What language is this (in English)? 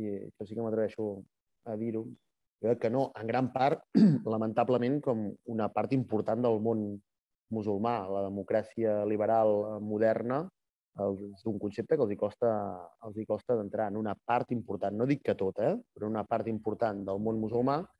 Catalan